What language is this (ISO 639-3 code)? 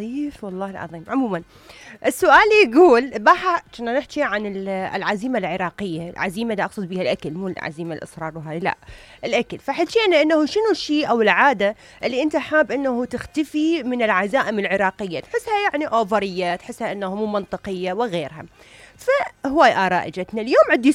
acm